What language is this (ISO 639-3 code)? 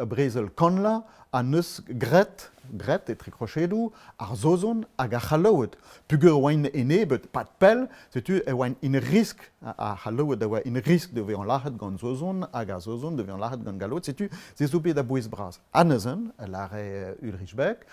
bre